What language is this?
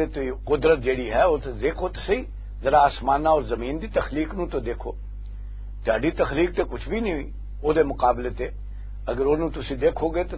Western Panjabi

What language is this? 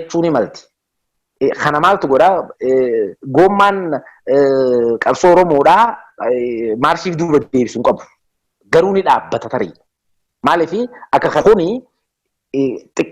Oromo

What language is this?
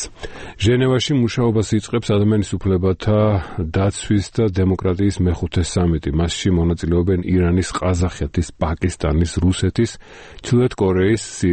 Georgian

